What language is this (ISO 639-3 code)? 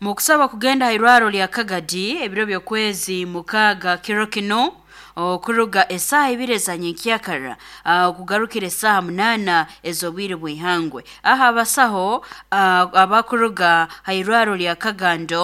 nyo